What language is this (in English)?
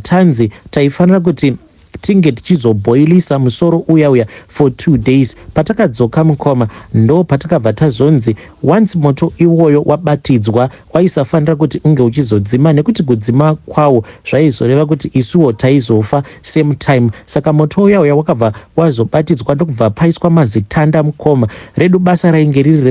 Shona